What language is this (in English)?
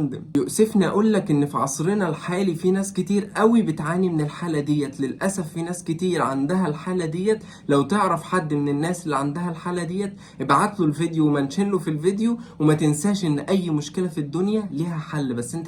Egyptian Arabic